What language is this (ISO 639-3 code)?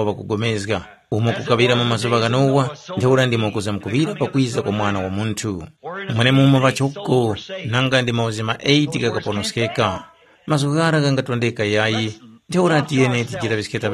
tum